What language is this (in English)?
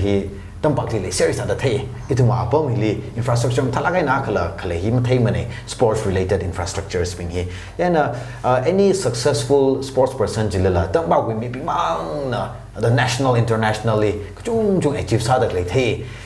Tangkhul Naga (India)